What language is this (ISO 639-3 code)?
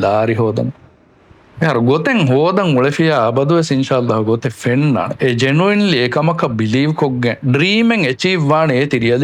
div